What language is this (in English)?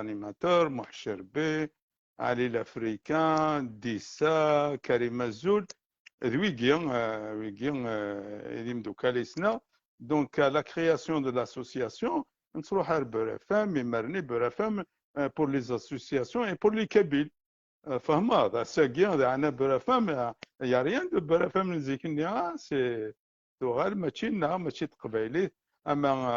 Kabyle